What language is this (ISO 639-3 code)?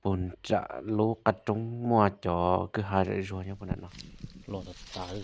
hmn